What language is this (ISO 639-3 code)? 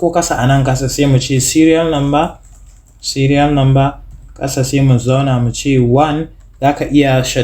hau